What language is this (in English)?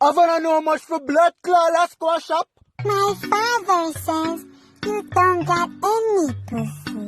Jamaican Creole English